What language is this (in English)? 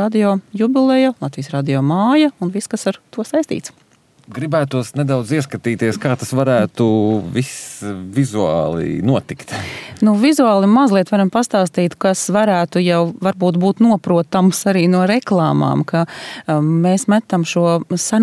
Latvian